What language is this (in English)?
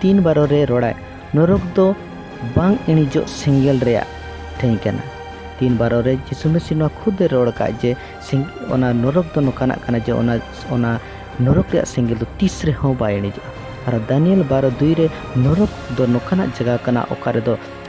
Santali